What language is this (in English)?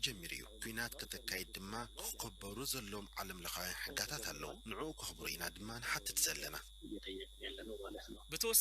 Tigrinya